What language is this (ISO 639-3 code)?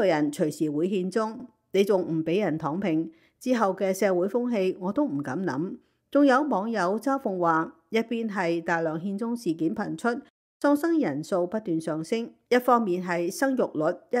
yue